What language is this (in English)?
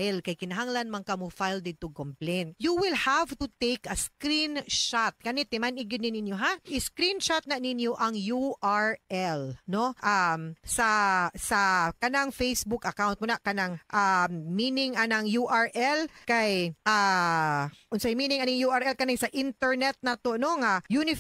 Cebuano